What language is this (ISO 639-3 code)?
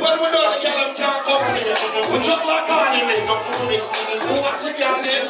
jam